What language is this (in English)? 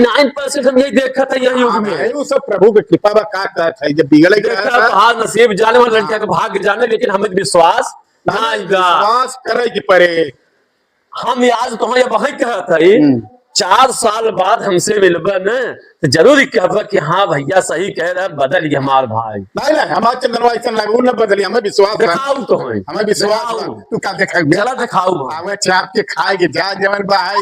Awadhi